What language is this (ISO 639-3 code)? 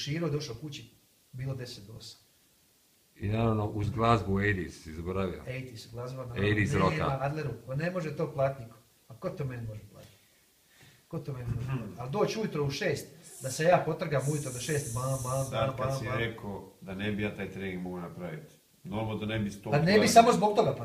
hrv